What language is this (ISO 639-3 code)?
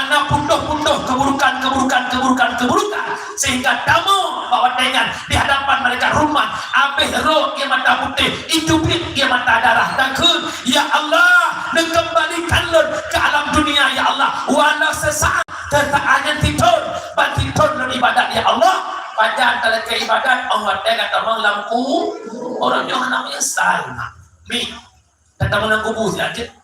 ace